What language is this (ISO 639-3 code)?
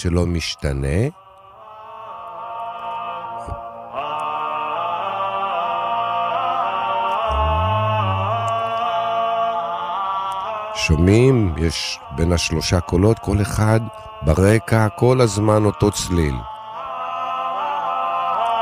heb